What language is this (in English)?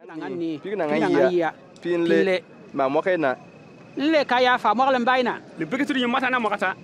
Bimoba